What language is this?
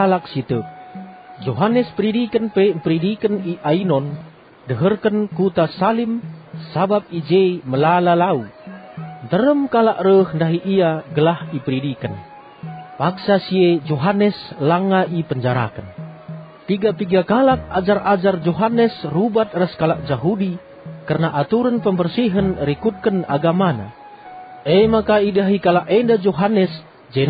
Batak Karo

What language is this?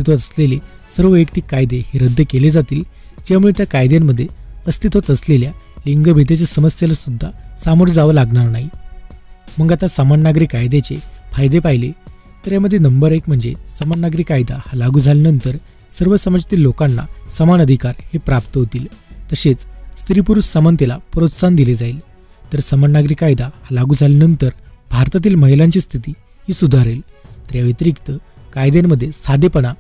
Marathi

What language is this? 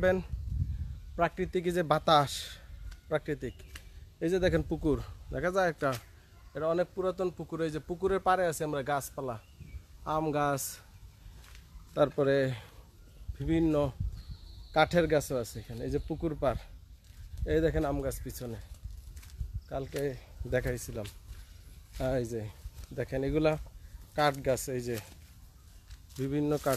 Bangla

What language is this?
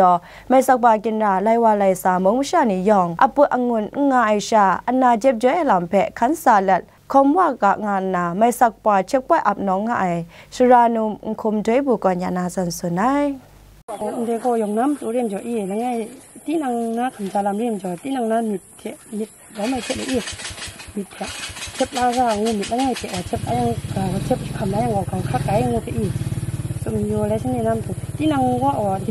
Kachin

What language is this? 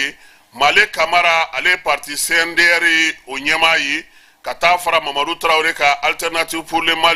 Bambara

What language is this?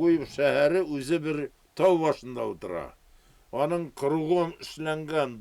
Bashkir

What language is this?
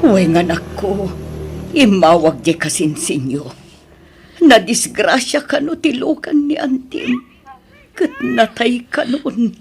Iloko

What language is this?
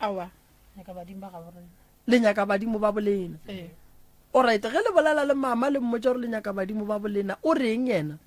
Northern Sotho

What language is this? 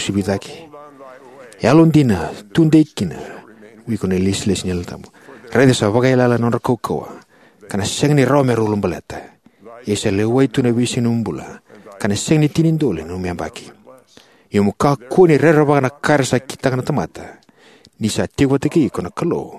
Fijian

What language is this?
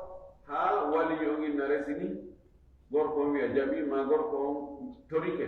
Fula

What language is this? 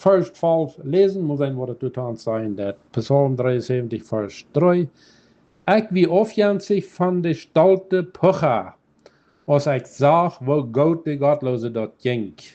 Plautdietsch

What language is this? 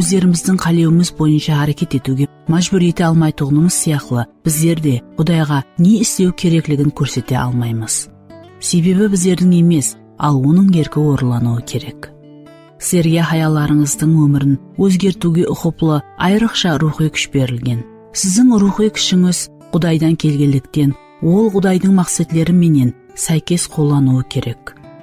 Kara-Kalpak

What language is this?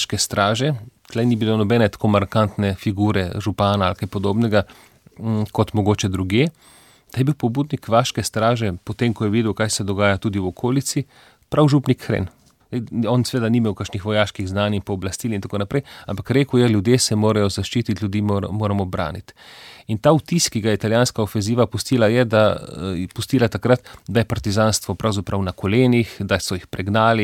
Slovenian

